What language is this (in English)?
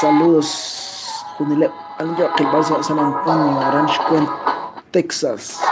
Kekchí